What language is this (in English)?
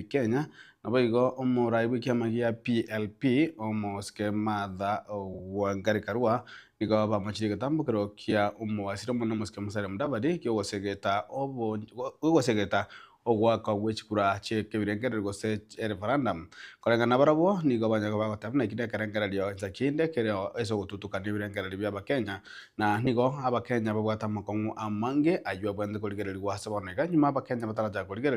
Gusii